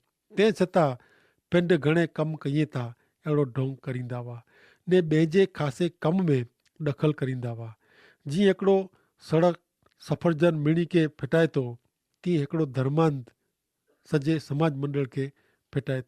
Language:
Kachhi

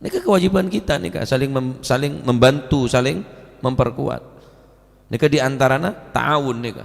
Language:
Madurese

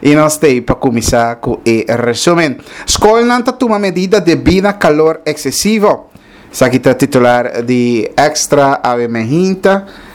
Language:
Papiamento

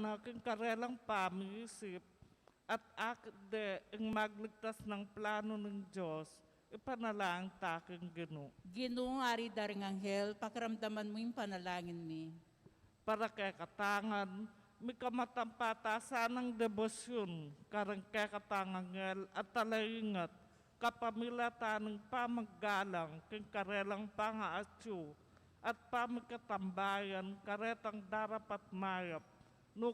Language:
Pampanga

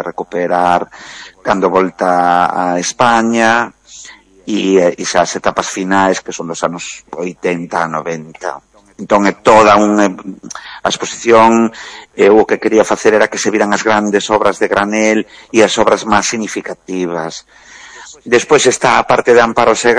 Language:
Galician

